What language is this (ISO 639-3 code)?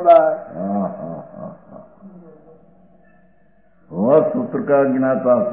guj